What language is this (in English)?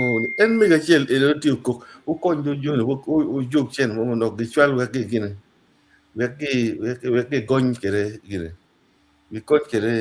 Acoli